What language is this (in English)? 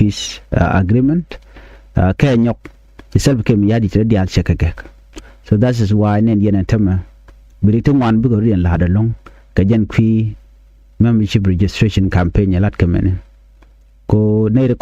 Nuer